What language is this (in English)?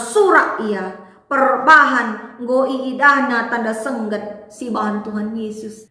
Batak Karo